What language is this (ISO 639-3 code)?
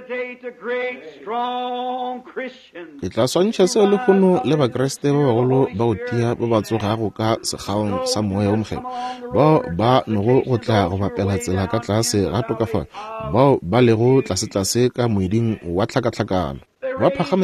nso